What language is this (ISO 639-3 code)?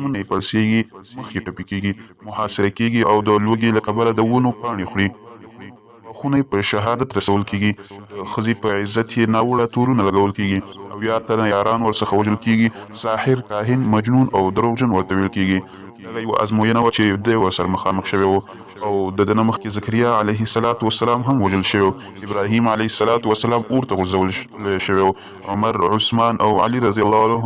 pus